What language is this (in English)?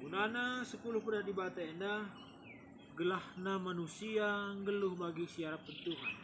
Batak Karo